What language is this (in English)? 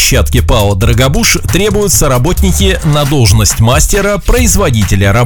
Russian